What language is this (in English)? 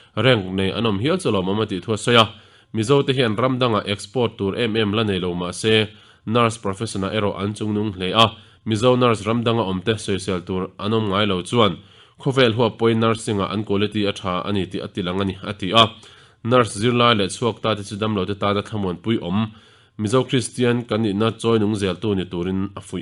Mizo